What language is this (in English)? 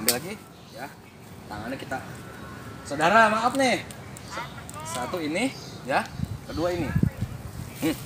Betawi